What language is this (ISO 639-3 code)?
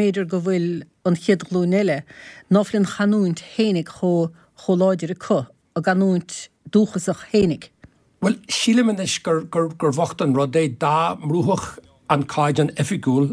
gle